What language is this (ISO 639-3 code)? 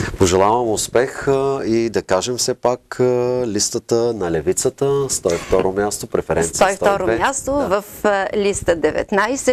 bul